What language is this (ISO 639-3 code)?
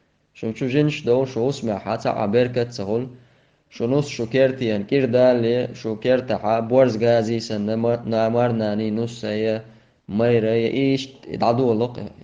che